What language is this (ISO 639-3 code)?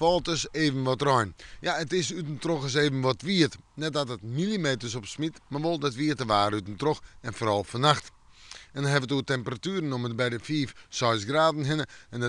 fry